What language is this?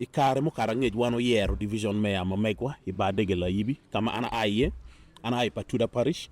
Acoli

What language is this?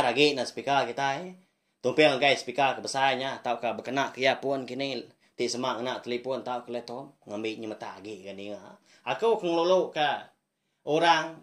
Iban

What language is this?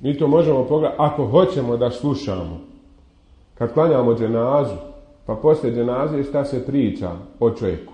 Bosnian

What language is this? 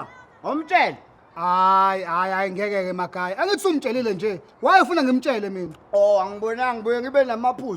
Zulu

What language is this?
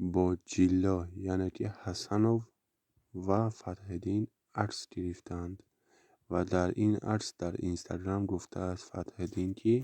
Tajik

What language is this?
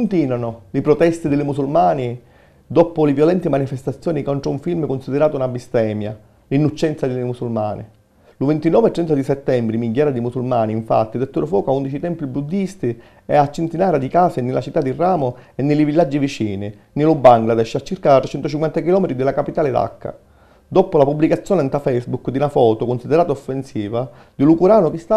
Sicilian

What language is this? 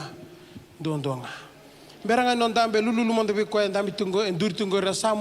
Fijian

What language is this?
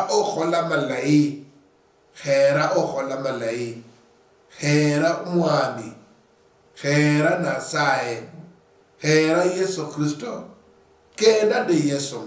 Luyia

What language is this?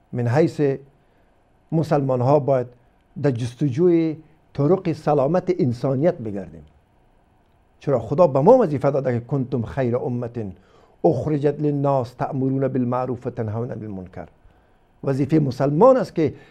Persian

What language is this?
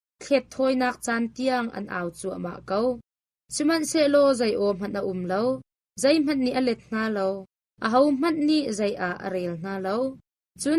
Hakha Chin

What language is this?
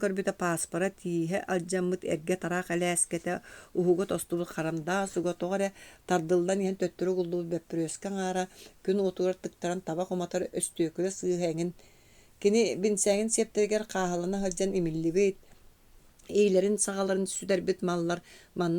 Yakut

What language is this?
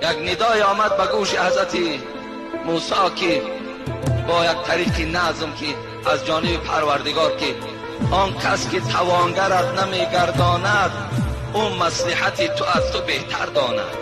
Tajik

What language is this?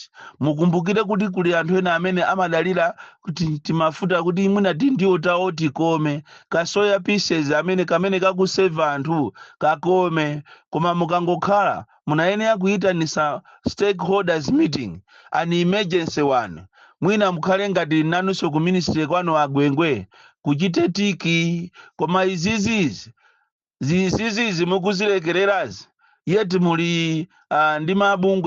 Nyanja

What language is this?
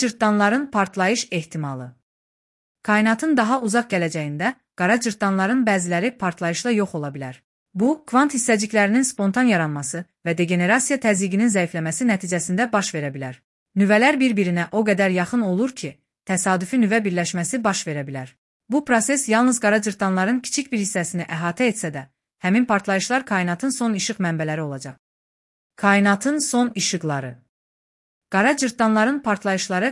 Azerbaijani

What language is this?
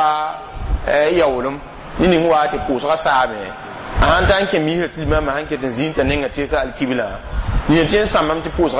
Mossi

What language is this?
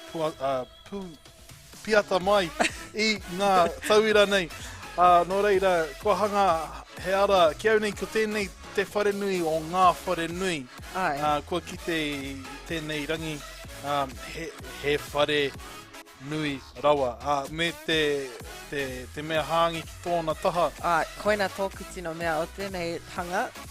Māori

